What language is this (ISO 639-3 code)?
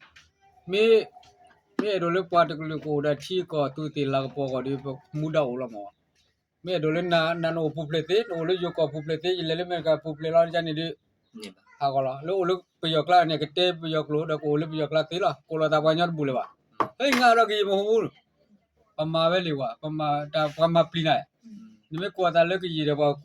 ksw